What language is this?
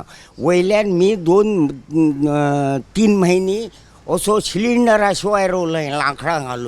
Konkani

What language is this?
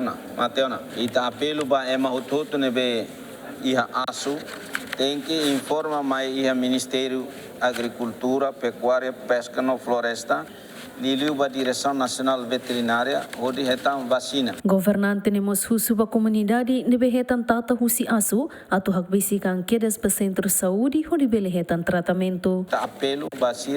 Tetum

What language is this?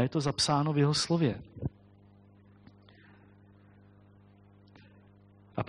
Czech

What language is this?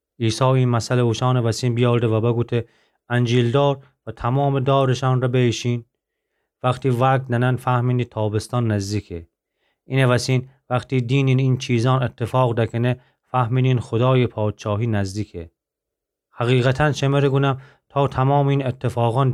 Gilaki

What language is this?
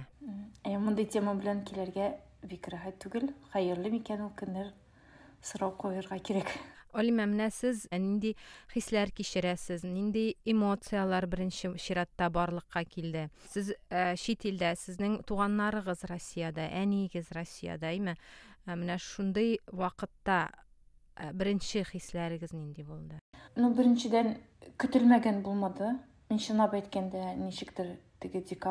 Tatar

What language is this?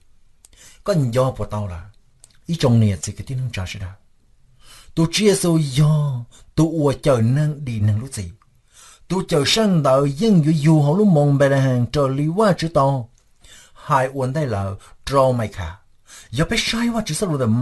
Hmong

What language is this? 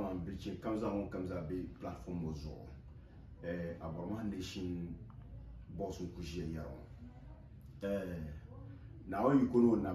Dagbani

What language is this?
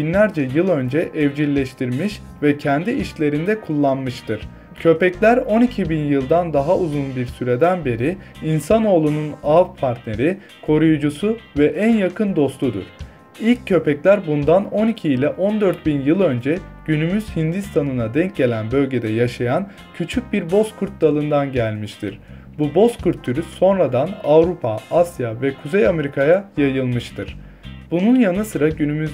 Turkish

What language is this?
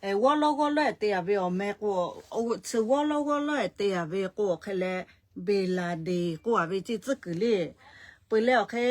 Lahu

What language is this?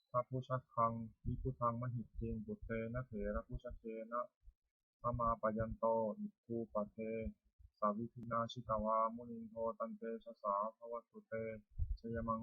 Pali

